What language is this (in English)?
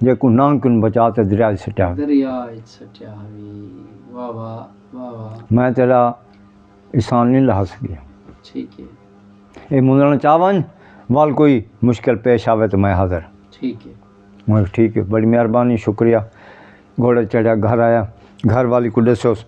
Saraiki